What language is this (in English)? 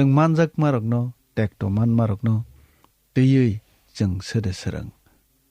Kok Borok